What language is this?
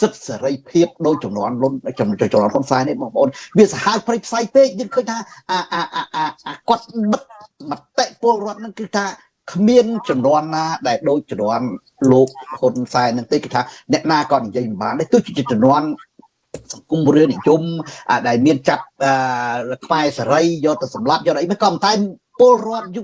Khmer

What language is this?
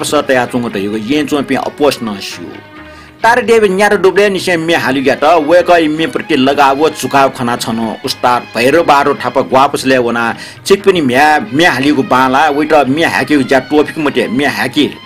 Newari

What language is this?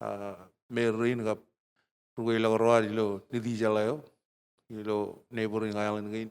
Marshallese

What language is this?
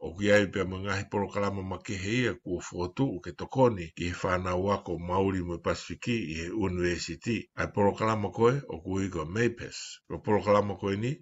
Tongan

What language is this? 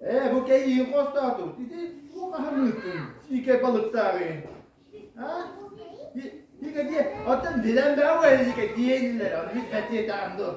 Yakut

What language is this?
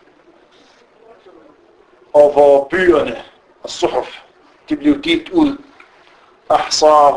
Danish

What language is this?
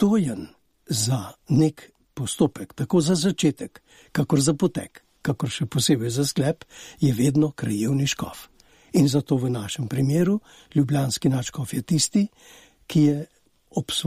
Slovenian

